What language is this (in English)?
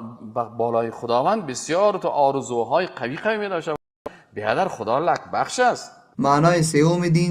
Persian